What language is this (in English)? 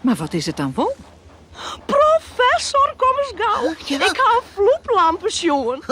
Western Frisian